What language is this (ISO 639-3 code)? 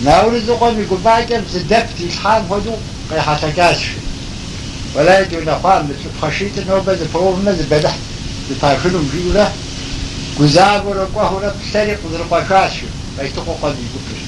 kbd